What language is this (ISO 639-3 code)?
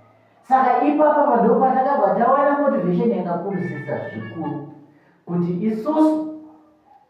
sna